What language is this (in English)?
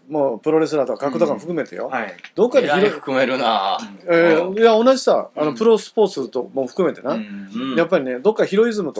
Japanese